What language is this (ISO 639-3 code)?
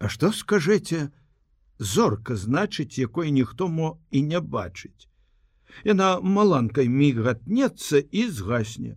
bel